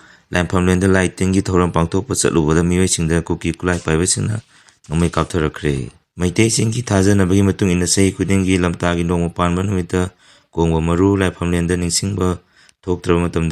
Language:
Manipuri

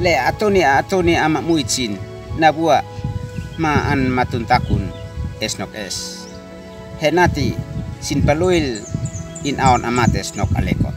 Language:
Uab Meto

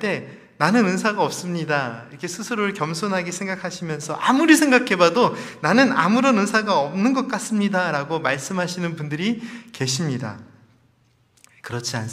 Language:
Korean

